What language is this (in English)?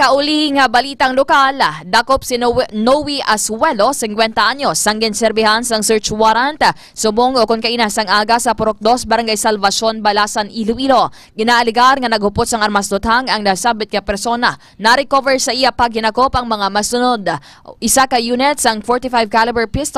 Hiligaynon